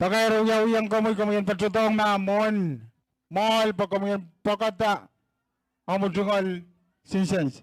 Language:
Pohnpeian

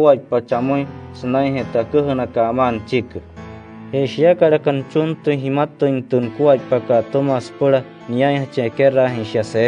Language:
Wayuu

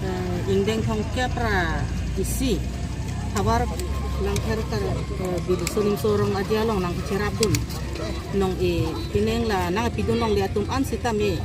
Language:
Karbi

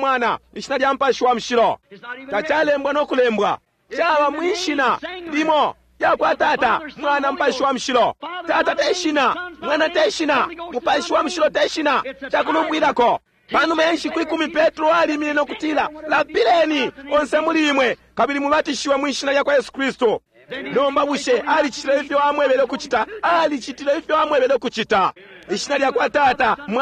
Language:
Bemba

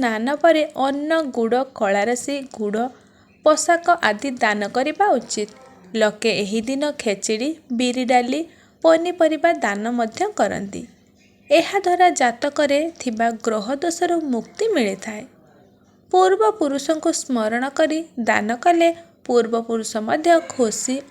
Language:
Odia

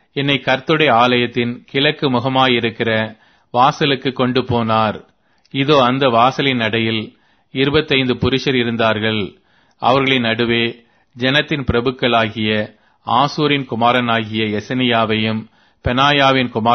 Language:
Tamil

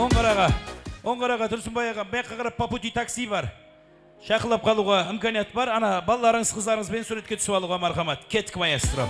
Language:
Kara-Kalpak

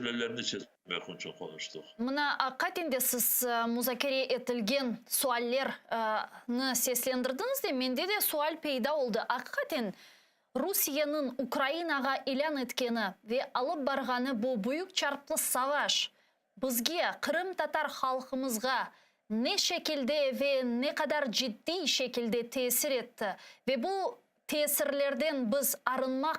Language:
Crimean Tatar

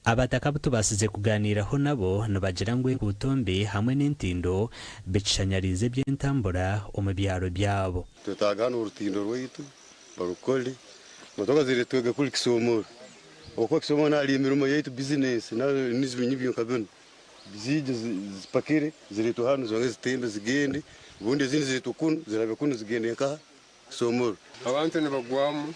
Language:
Nyankole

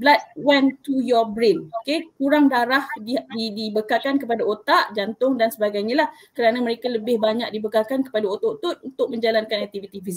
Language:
Malay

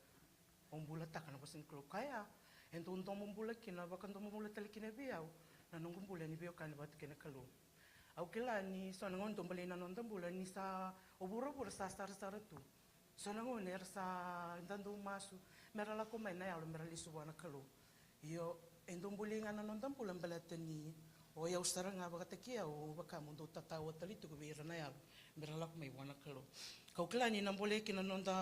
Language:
Fijian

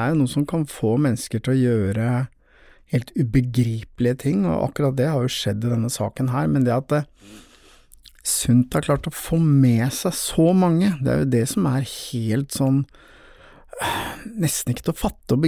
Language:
Norwegian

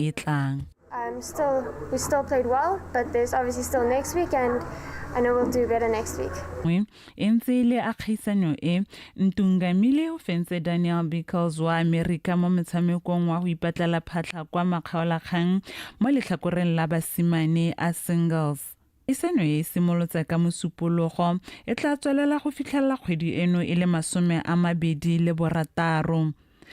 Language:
Tswana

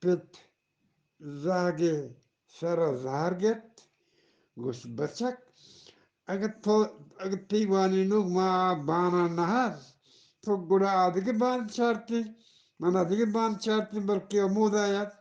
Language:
Eastern Balochi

